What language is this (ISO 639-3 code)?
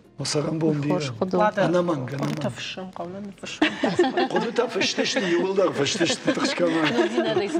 oss